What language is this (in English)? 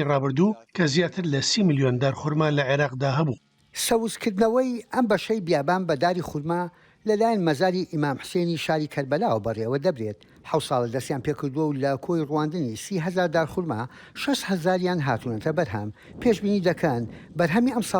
Central Kurdish